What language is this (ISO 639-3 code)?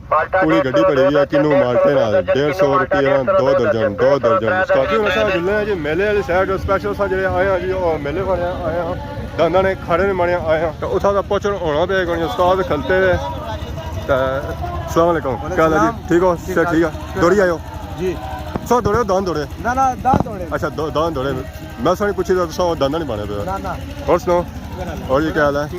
phr